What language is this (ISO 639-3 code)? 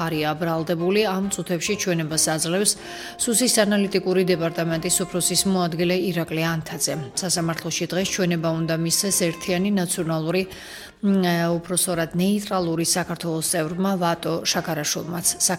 kat